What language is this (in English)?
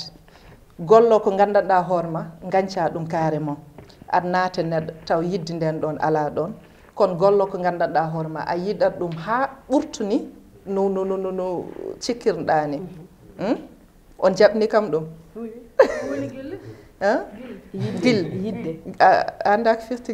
Fula